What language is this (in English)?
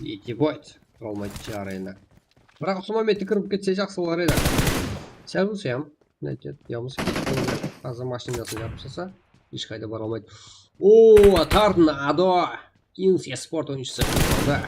Kara-Kalpak